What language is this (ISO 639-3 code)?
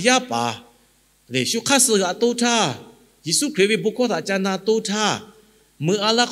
lhu